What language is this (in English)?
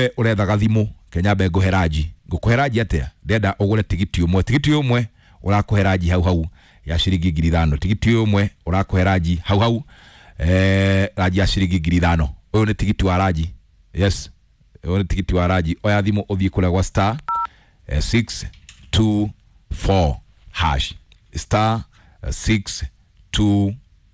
Kikuyu